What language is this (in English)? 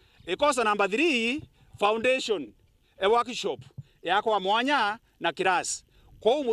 Meru